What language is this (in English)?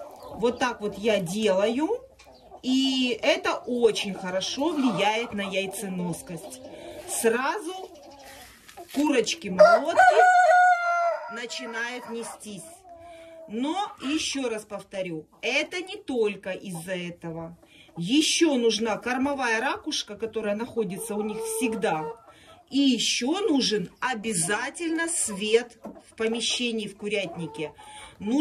Russian